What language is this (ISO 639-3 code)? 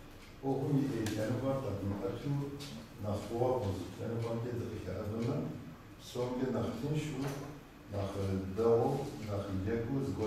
kbd